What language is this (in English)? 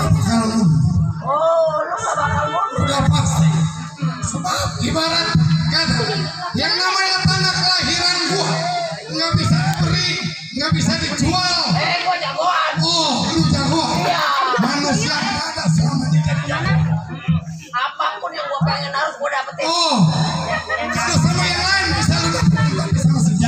Betawi